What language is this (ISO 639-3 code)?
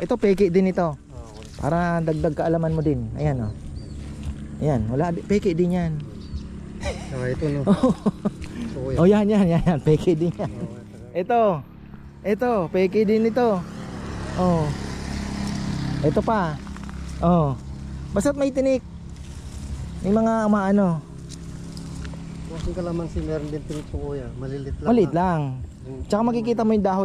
fil